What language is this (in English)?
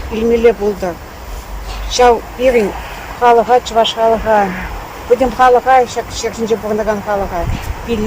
Chuvash